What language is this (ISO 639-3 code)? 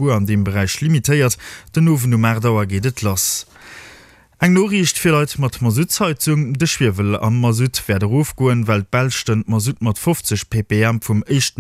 ltz